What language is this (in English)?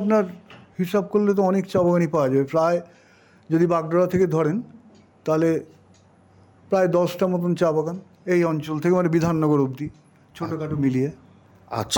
Bangla